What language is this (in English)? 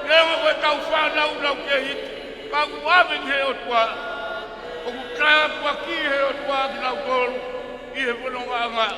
Tongan